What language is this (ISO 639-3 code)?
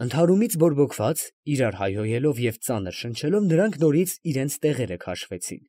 hye